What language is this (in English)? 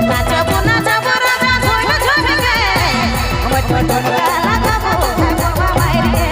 Sadri